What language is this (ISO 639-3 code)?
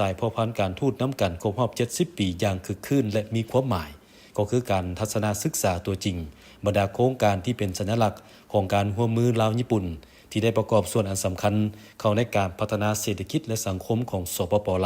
lao